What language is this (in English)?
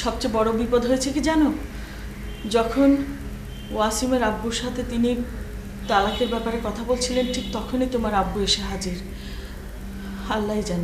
Bangla